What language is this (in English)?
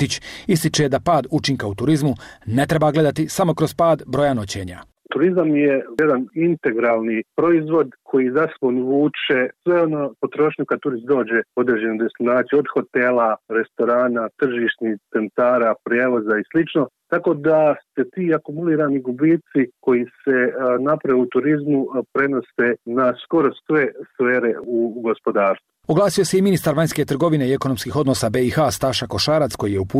Bosnian